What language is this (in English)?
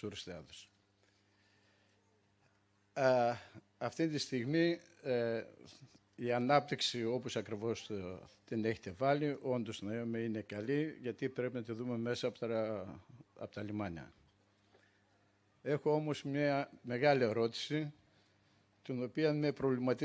Greek